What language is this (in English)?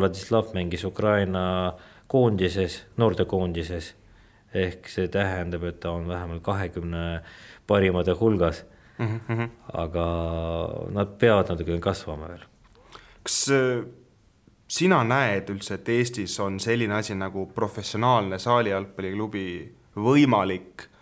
Estonian